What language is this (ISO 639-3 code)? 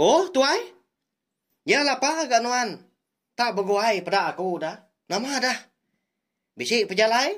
iba